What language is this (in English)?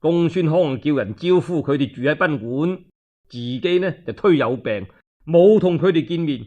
Cantonese